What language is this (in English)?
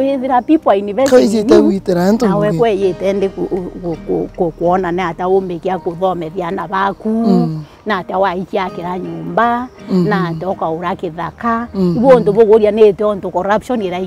Meru